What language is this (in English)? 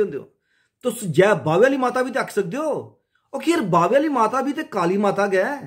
Dogri